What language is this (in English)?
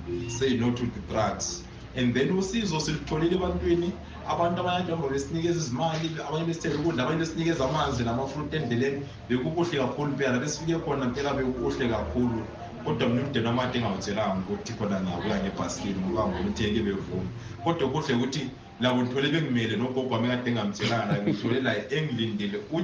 North Ndebele